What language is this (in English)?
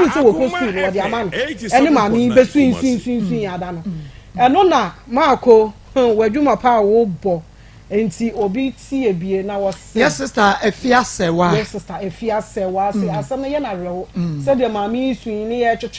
Akan